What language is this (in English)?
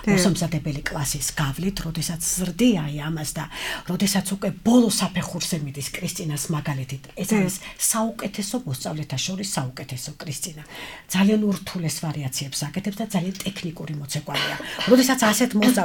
Georgian